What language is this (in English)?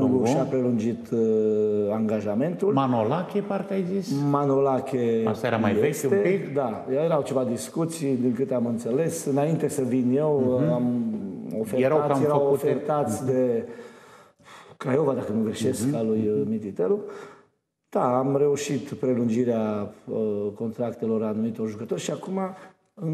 Romanian